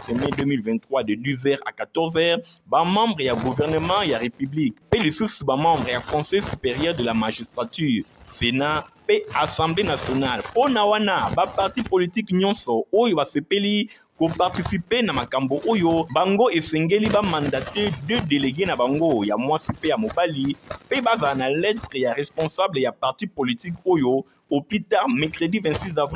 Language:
Lingala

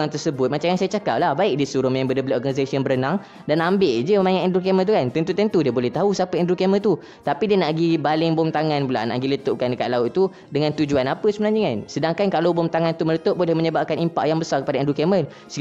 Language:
Malay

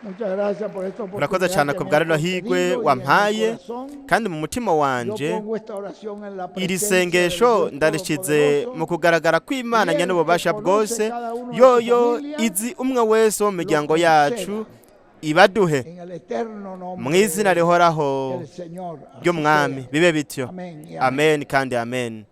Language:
Rundi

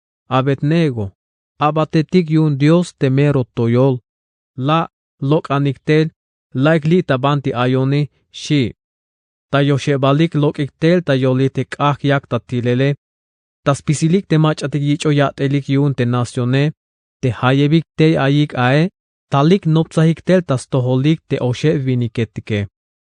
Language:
Tzeltal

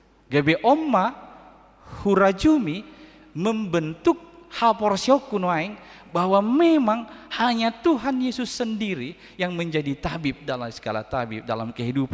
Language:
Batak Toba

